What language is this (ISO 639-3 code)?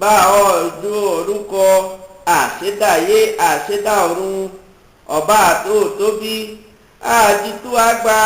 yor